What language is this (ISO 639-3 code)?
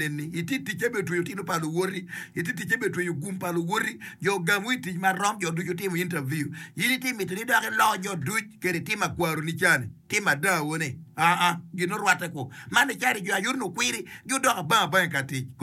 ach